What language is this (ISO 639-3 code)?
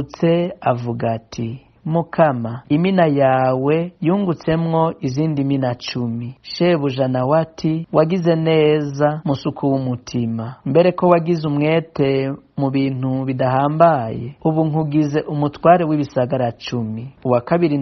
run